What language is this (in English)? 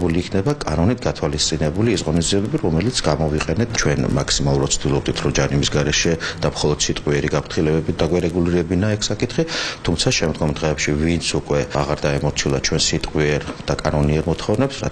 Georgian